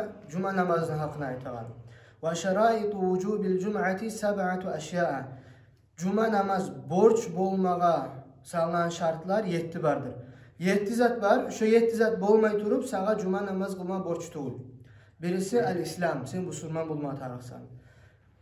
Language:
Kumyk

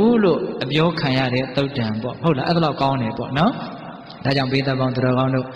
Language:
Burmese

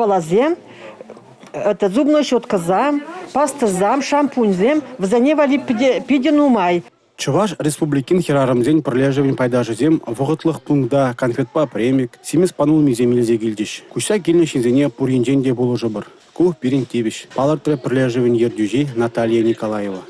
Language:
Chuvash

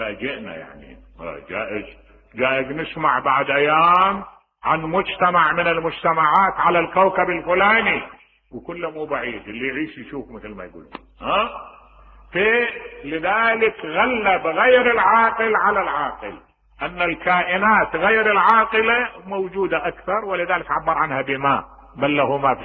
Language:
Mesopotamian Arabic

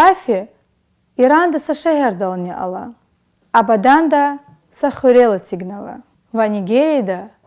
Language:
Lezghian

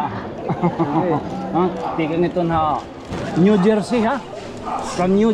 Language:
Waray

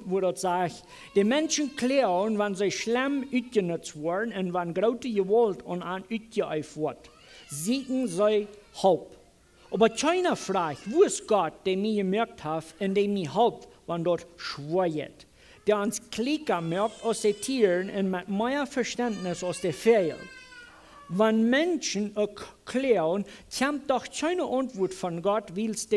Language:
Plautdietsch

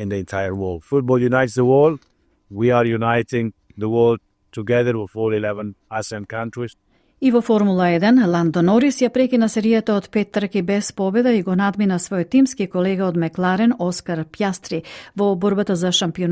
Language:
Macedonian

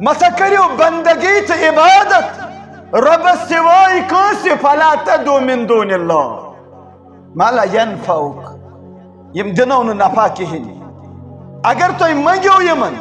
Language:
Kashmiri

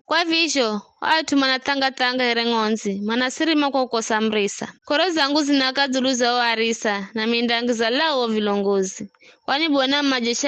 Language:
Giryama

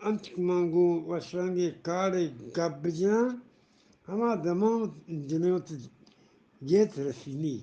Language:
Eastern Balochi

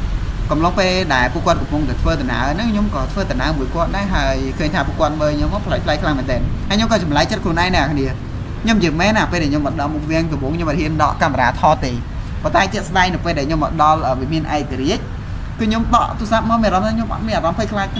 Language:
Khmer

